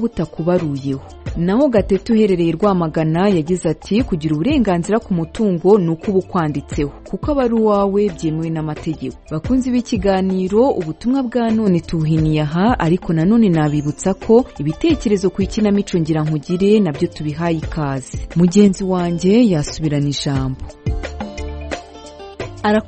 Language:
Kinyarwanda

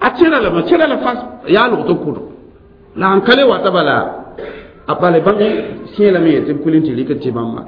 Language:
Mossi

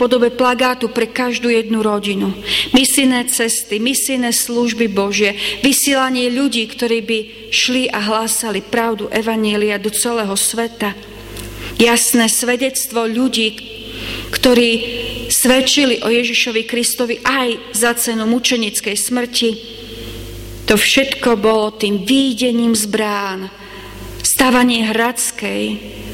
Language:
Slovak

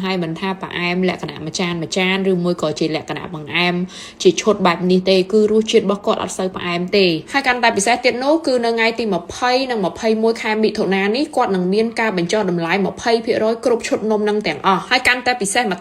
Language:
Khmer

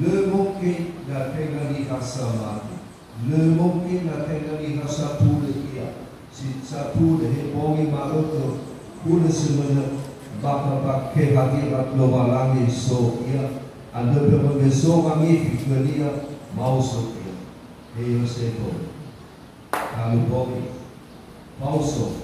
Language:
Nias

